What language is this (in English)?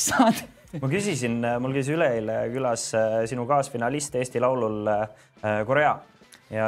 Estonian